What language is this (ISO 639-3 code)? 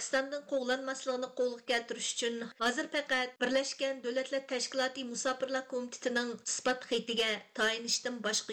uig